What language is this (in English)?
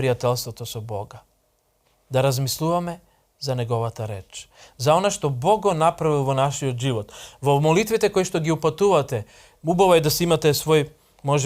Macedonian